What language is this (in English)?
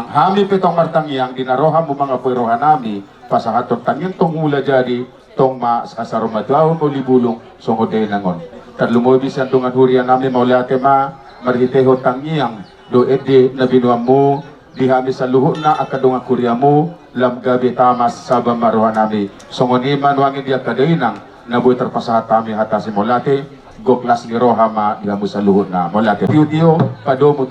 Batak Toba